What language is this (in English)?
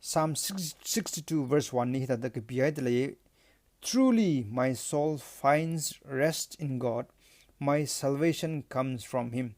Tangkhul Naga (India)